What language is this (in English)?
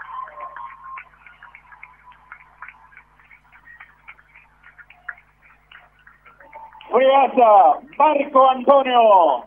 Spanish